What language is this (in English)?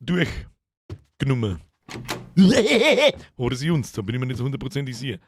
Bavarian